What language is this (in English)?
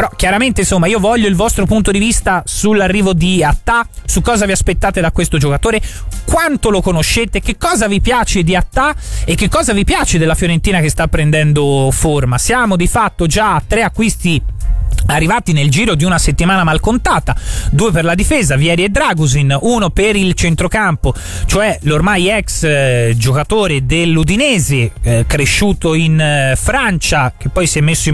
Italian